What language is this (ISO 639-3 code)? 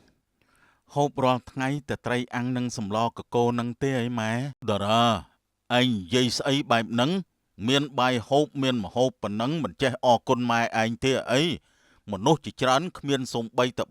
khm